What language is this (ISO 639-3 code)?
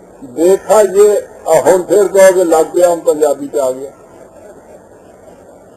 urd